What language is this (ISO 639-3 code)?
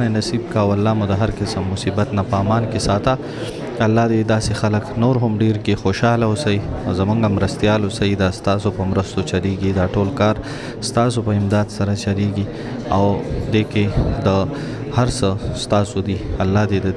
pus